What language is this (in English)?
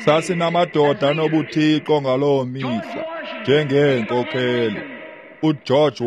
Xhosa